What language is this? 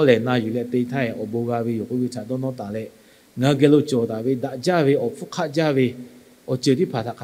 Lahu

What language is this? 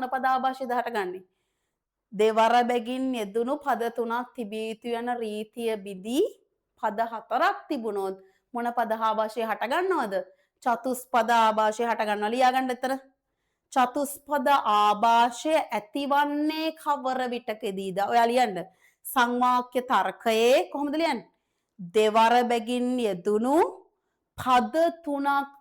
Sinhala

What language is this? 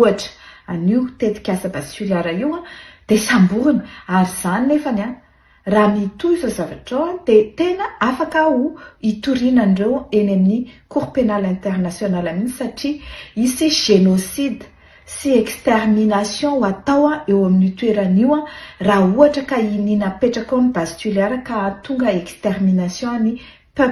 Malagasy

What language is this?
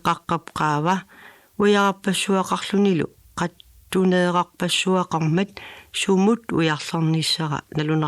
Kalaallisut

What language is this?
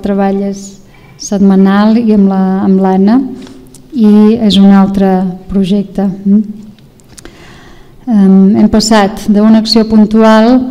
Catalan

